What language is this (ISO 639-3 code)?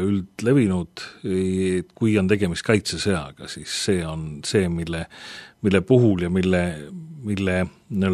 est